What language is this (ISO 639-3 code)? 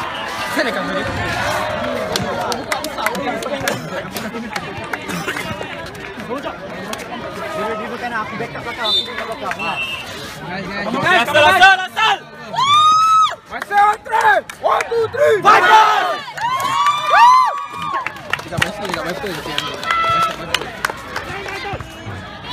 msa